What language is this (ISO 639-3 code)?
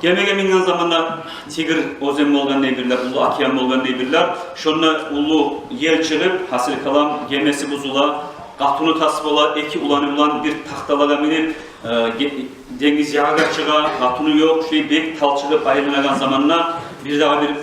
kum